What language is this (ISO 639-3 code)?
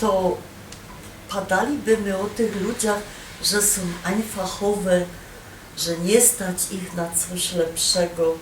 szl